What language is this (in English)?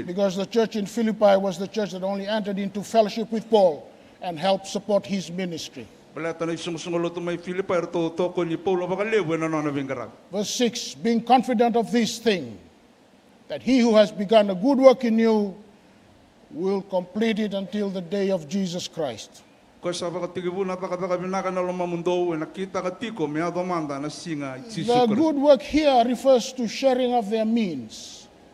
Fijian